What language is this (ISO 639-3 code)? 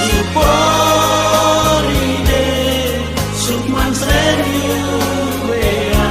bhw